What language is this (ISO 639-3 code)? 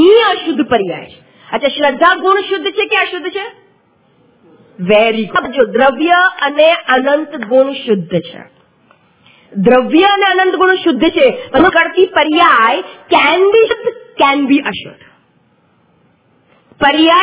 guj